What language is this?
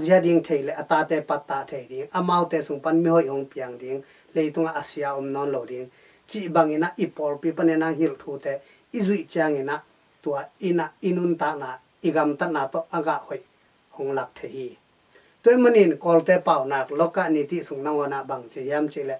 Tedim Chin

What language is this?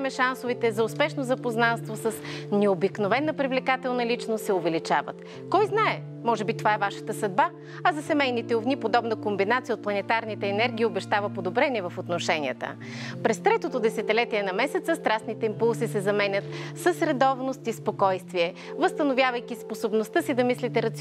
Bulgarian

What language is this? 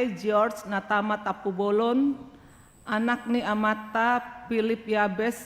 Batak Toba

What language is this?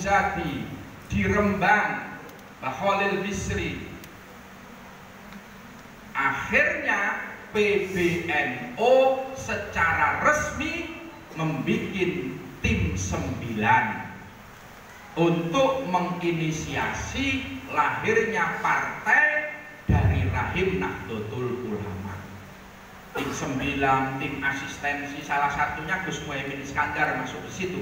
Indonesian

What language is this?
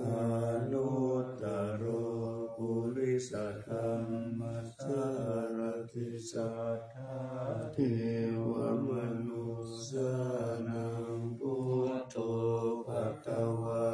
Pali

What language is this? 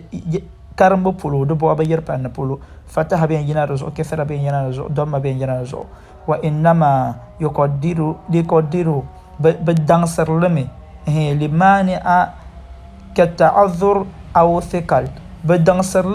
Dagbani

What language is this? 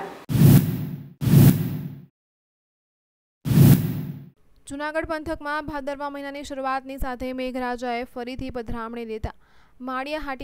Gujarati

